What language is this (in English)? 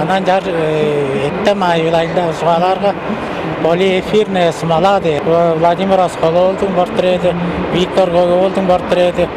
Tuvinian